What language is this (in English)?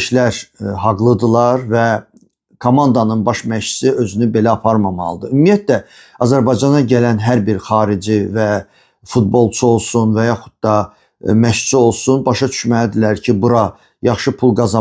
Azerbaijani